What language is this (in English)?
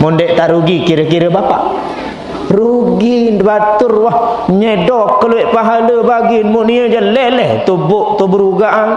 Sasak